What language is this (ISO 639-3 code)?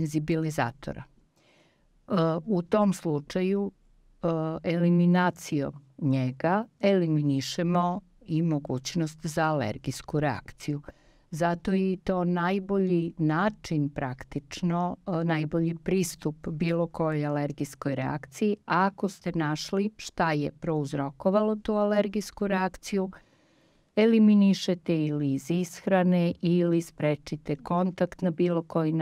srp